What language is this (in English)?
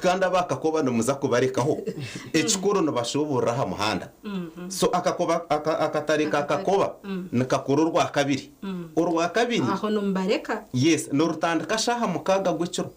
Nyankole